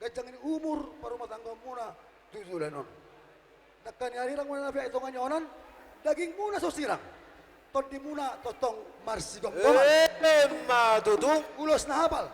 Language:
Batak Toba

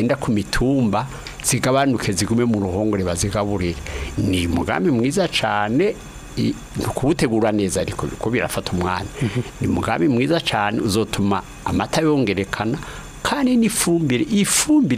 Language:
Rundi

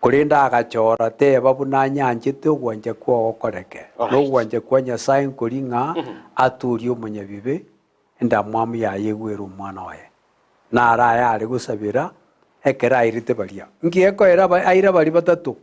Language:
Gusii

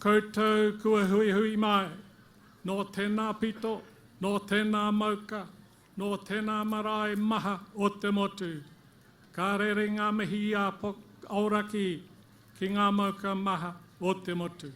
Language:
Māori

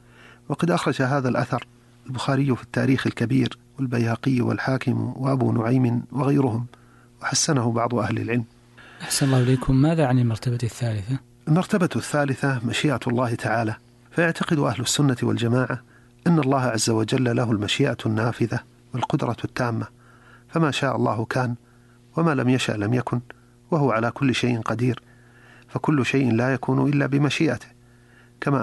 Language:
Arabic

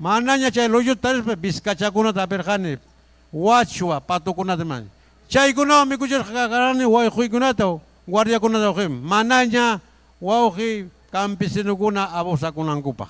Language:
Ayacucho Quechua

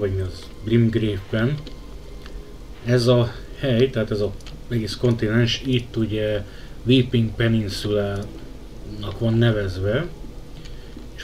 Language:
Hungarian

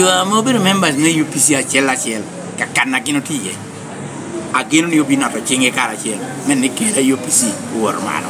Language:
Lango (Uganda)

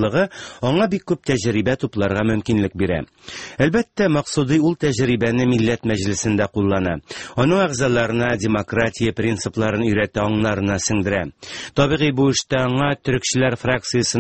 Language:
Tatar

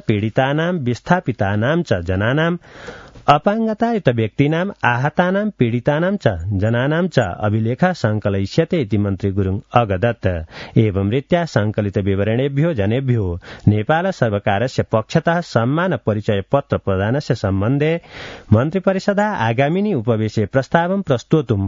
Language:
Sanskrit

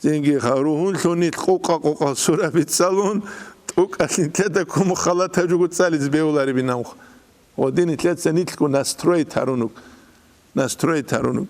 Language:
Avaric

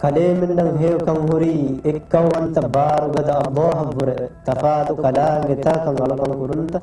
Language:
Divehi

